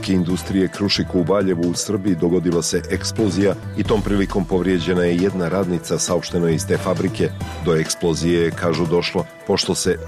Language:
Serbian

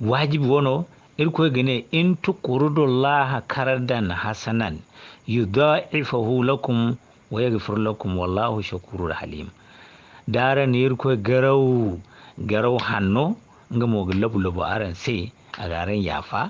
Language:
Zarma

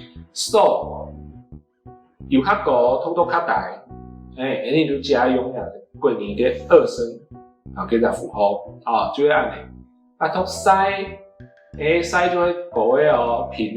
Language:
Hakka Chinese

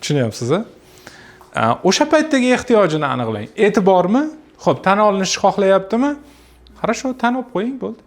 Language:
Uzbek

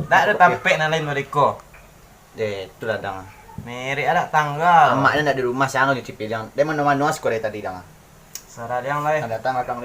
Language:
Minangkabau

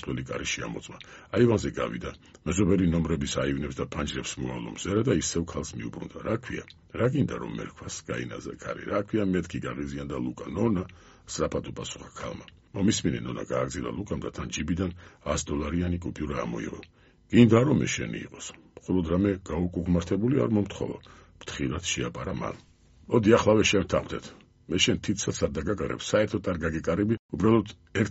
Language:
Georgian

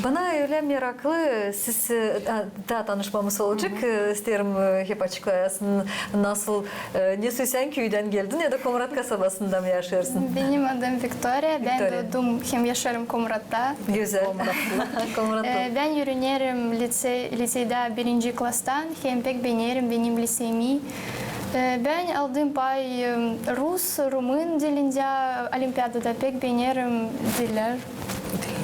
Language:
Gagauz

